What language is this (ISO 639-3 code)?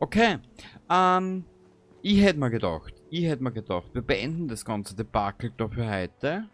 bar